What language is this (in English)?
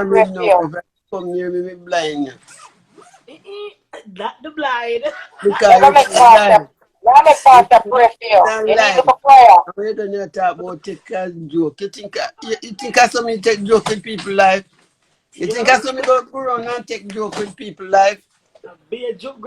Jamaican Creole English